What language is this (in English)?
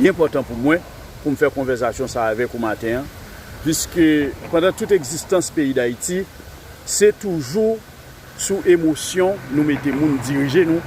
Haitian Creole